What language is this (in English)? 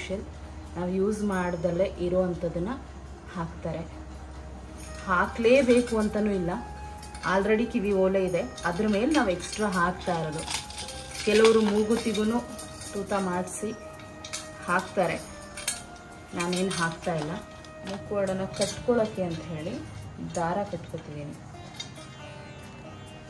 Kannada